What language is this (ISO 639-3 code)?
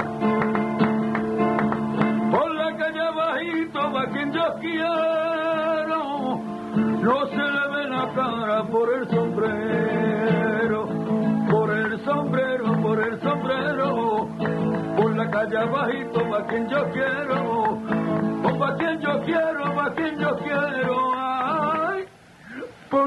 spa